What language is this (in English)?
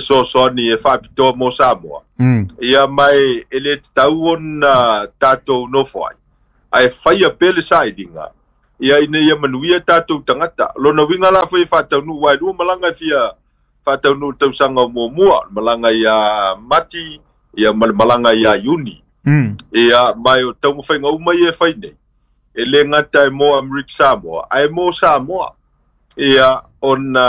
Samoan